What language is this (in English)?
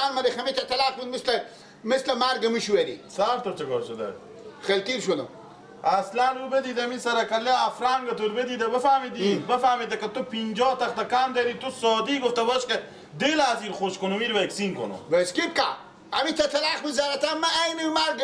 Persian